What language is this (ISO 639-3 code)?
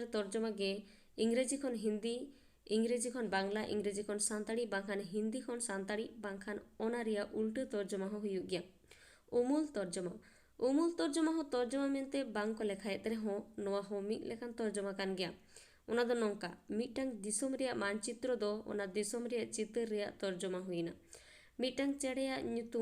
sat